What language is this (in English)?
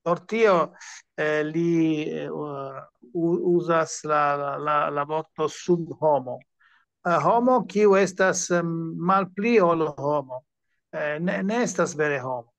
Esperanto